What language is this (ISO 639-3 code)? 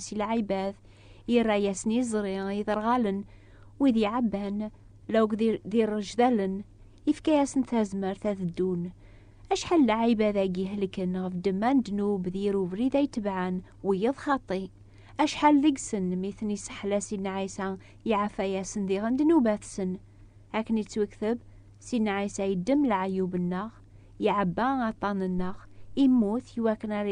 kab